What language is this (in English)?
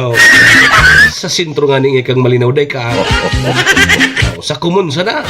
Bikol